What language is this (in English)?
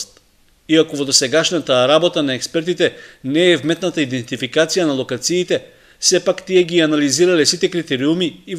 Macedonian